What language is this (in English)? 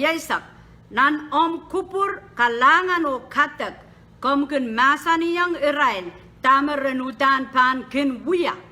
Pohnpeian